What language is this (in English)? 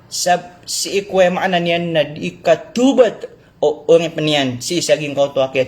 Maranao